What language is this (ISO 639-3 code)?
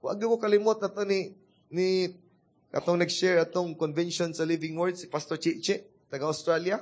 ceb